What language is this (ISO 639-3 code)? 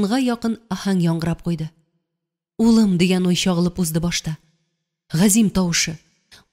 tat